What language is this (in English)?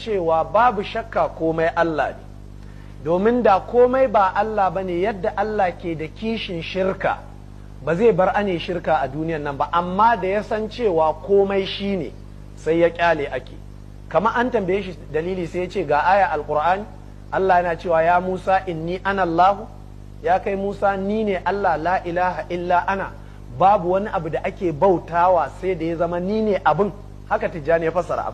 Hausa